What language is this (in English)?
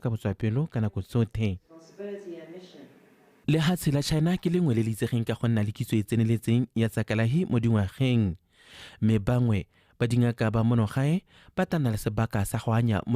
Tswana